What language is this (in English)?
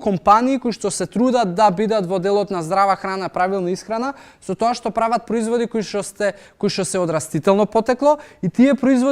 Macedonian